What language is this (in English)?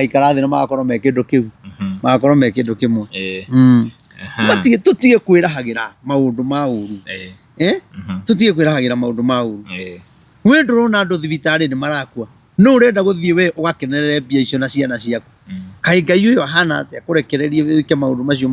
Kikuyu